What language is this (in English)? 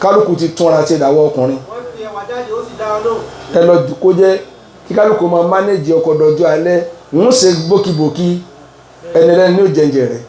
Yoruba